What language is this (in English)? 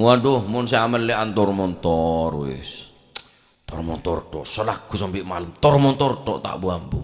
Madurese